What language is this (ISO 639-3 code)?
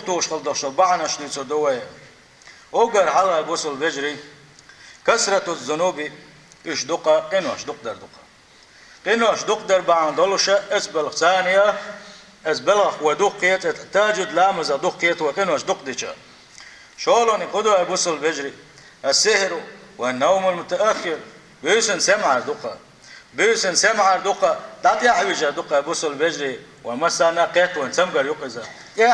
che